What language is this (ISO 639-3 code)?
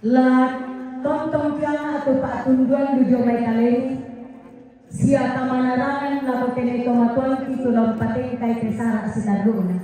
sda